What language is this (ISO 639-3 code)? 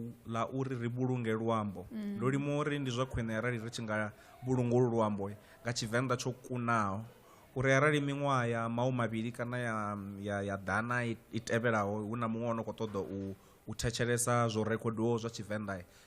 ven